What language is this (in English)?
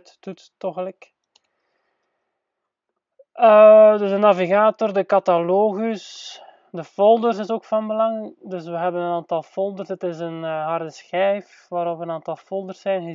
Dutch